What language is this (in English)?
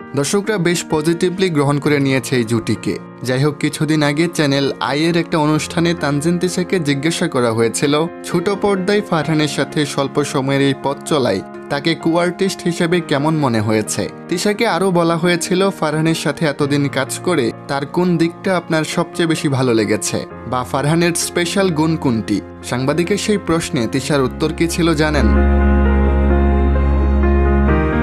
Bangla